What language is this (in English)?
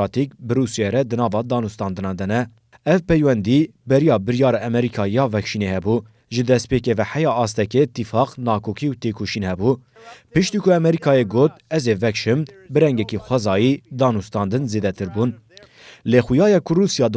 Kurdish